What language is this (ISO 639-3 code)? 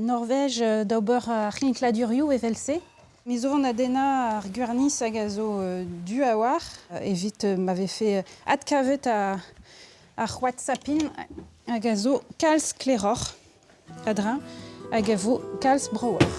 bre